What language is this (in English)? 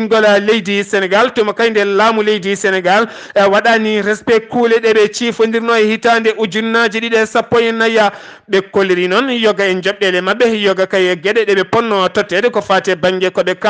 Fula